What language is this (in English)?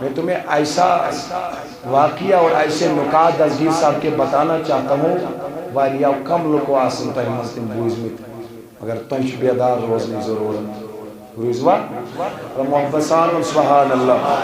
Kashmiri